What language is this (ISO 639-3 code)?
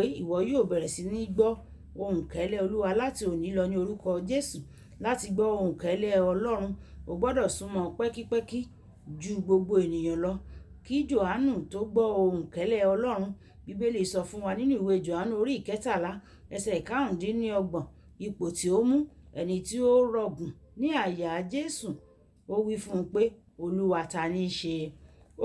yor